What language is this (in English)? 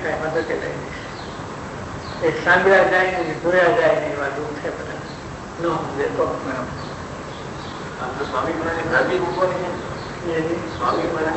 Gujarati